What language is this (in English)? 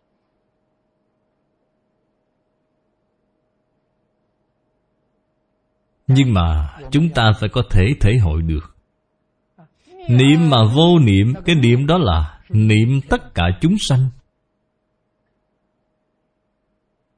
Vietnamese